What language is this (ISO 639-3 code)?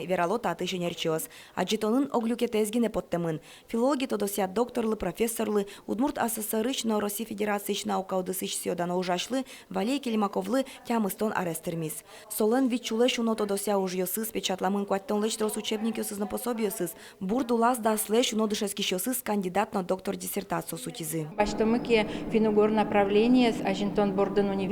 udm